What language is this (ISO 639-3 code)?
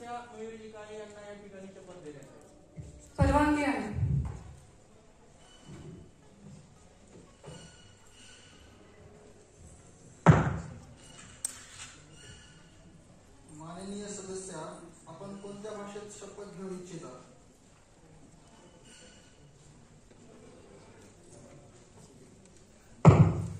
mar